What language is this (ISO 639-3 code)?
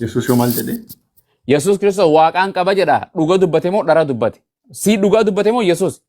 orm